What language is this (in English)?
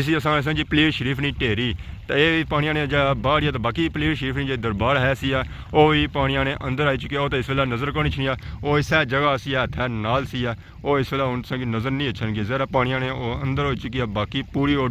Pahari-Potwari